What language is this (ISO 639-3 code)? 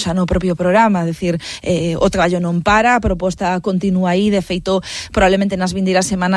glg